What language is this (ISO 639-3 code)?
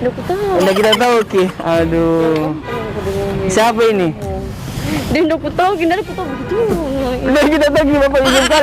mfp